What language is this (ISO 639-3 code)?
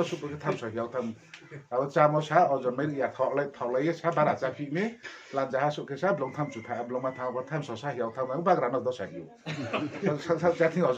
ria